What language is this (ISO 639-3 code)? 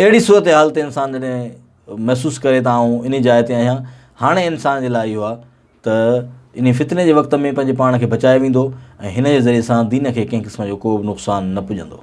snd